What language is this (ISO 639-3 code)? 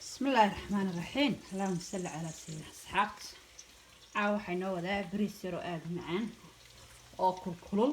som